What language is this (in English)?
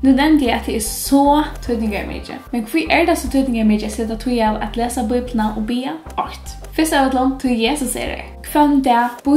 Faroese